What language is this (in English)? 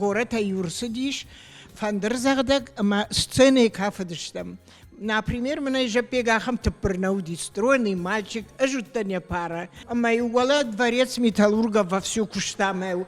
Ossetic